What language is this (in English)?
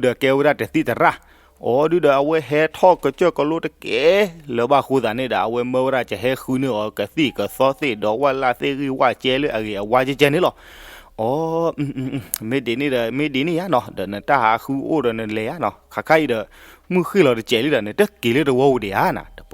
S'gaw Karen